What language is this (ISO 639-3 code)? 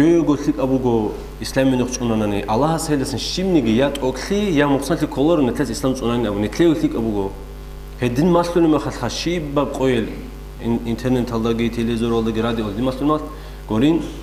ava